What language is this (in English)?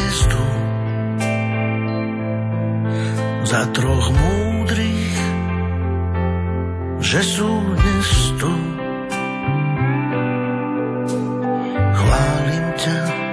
Slovak